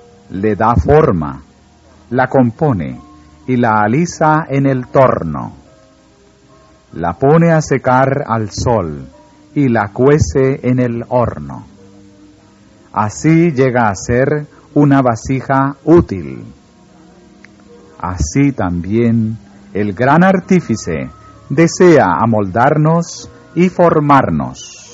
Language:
Spanish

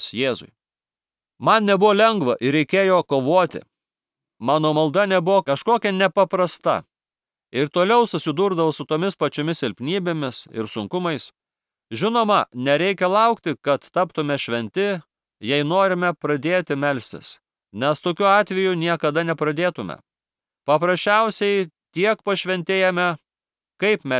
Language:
Lithuanian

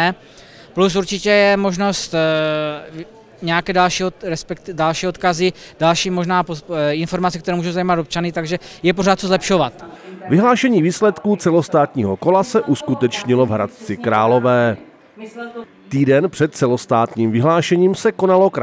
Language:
Czech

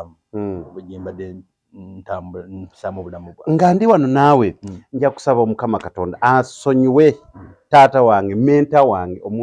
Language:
Ganda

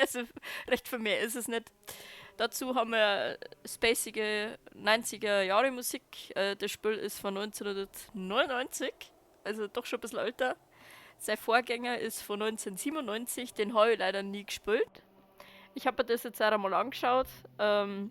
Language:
Bavarian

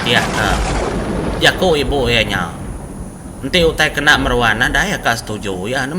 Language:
Iban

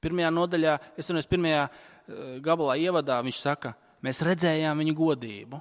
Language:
Latvian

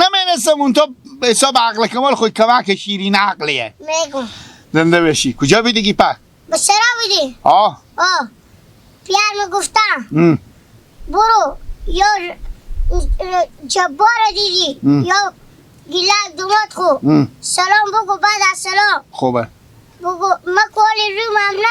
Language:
Hazaragi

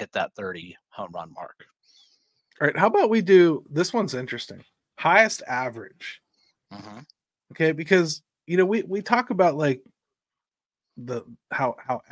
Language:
English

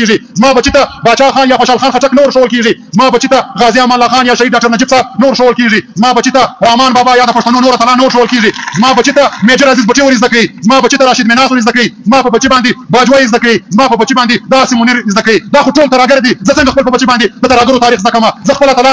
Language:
Pashto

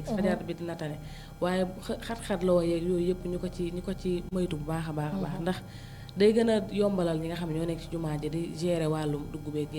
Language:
Wolof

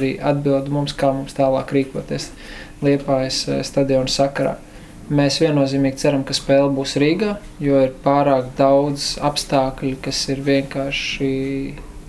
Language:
Latvian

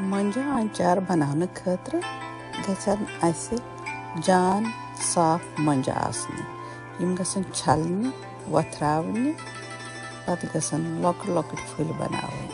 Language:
Kashmiri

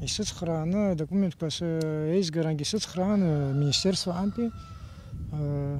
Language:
Abkhazian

